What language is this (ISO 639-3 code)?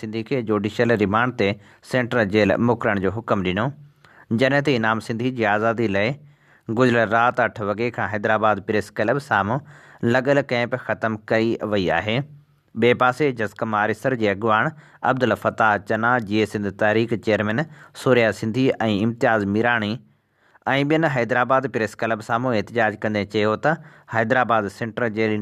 snd